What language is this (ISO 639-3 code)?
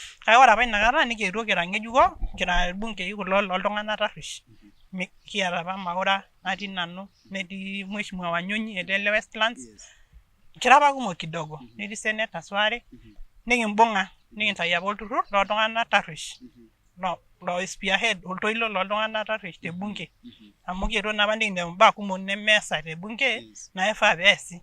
mas